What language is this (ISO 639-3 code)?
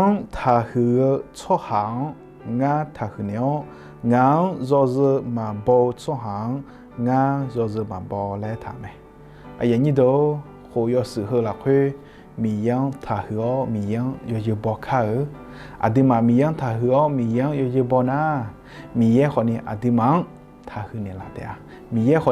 ahk